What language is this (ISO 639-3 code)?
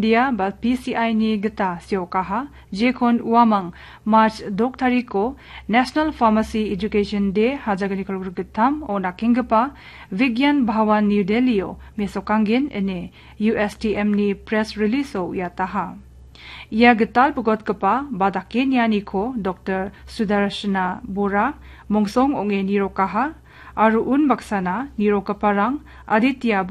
grt